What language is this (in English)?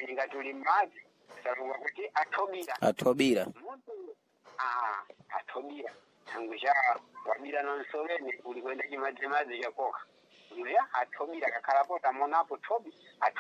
Sena